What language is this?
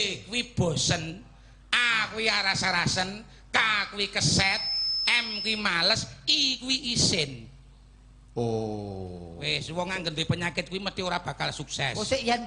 Javanese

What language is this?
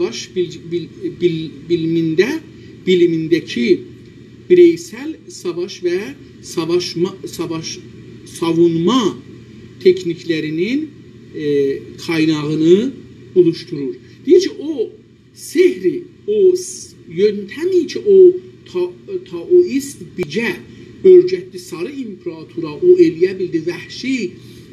South Azerbaijani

